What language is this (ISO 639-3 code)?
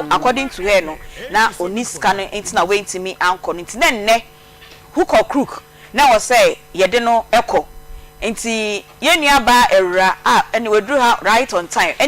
aka